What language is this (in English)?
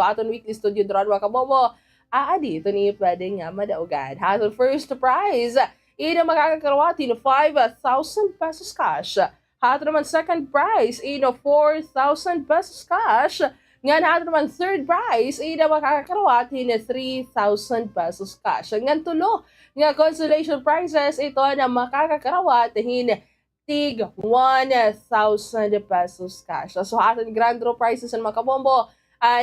Waray